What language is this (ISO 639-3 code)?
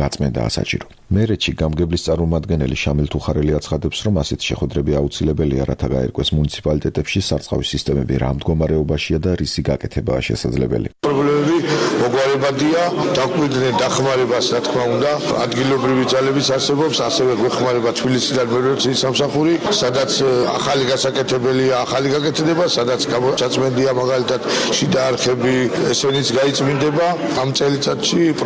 kat